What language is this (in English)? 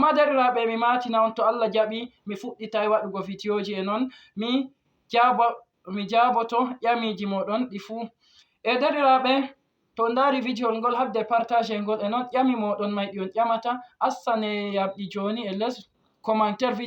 Fula